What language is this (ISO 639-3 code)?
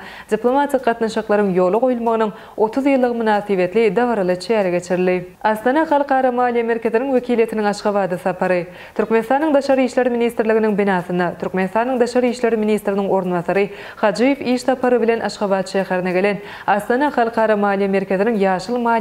tuk